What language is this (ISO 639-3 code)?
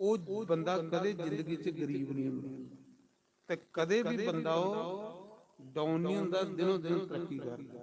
doi